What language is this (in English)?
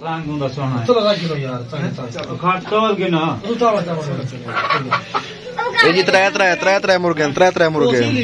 Saraiki